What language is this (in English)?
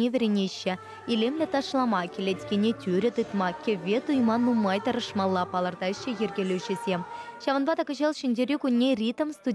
Chuvash